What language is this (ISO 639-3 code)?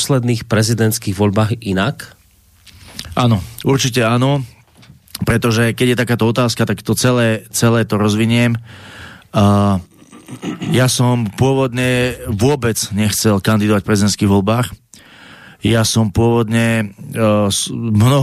slk